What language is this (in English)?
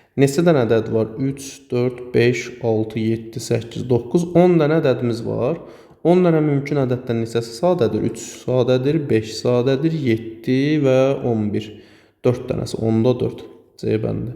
Azerbaijani